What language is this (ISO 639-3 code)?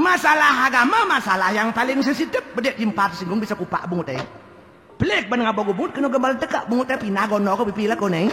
ban